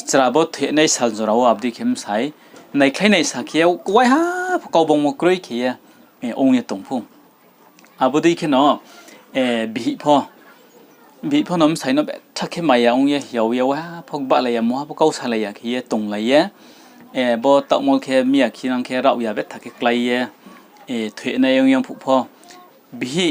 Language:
Riang (India)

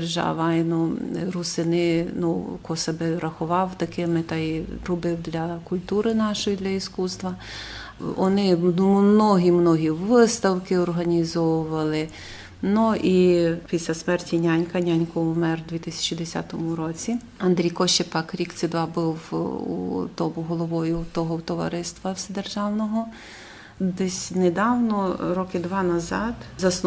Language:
Rusyn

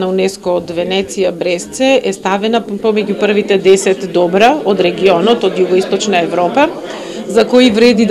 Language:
Macedonian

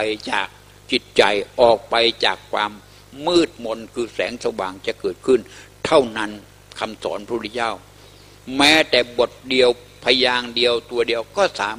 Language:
Thai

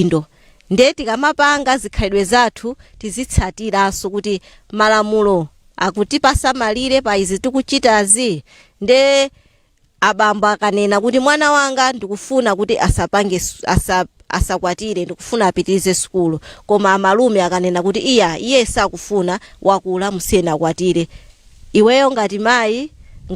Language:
Nyanja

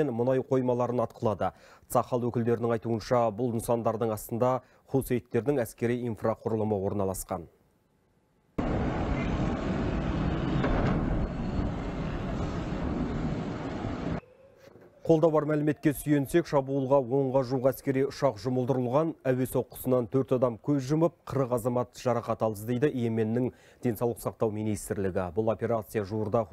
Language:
Kazakh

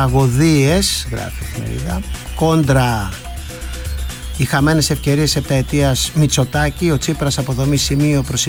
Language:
Greek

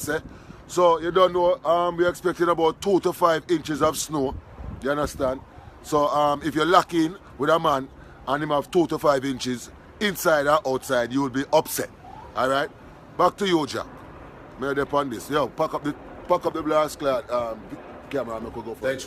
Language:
Jamaican Creole English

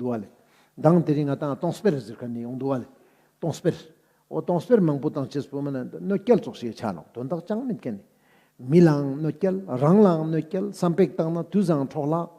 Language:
Ladakhi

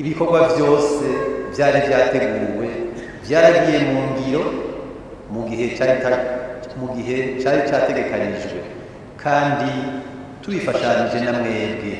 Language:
Rundi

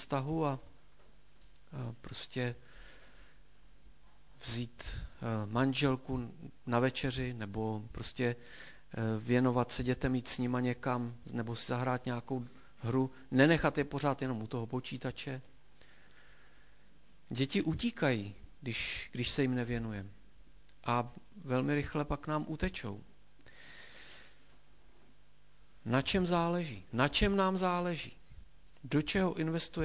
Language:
Czech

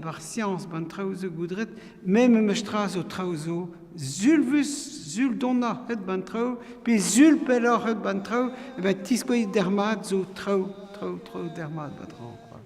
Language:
Breton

